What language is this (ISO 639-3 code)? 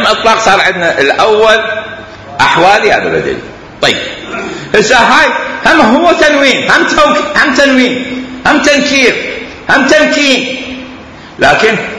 acm